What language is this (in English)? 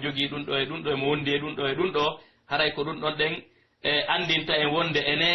Pular